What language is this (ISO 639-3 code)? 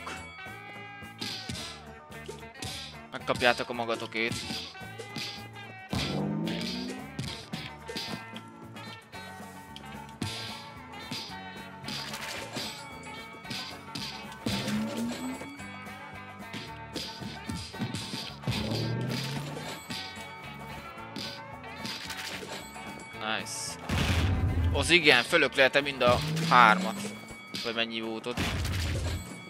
hun